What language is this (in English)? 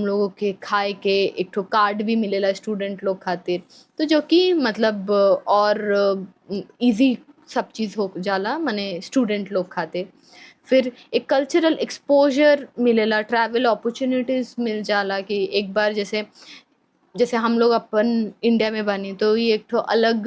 Bhojpuri